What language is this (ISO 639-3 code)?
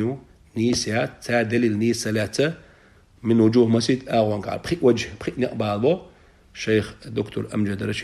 che